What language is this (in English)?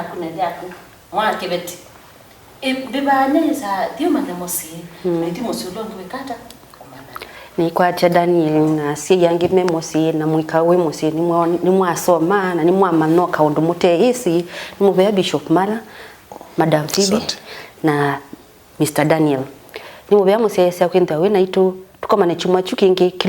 Kamba